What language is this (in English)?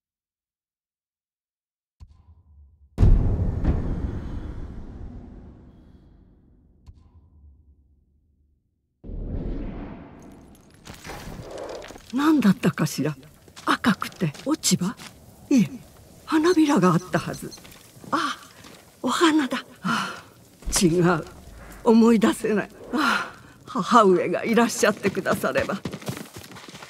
Japanese